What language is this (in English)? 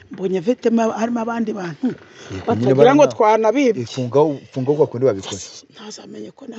Kinyarwanda